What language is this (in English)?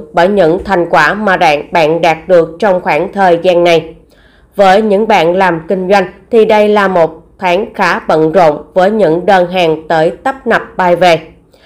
Vietnamese